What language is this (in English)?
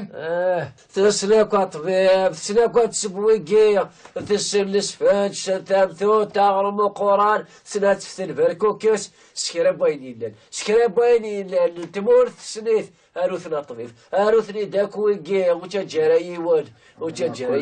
Kabyle